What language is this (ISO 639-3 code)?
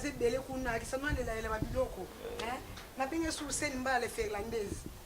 lin